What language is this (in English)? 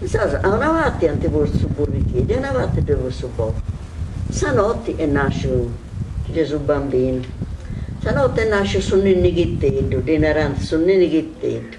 Sardinian